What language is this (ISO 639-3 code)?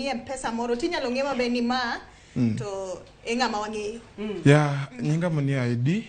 luo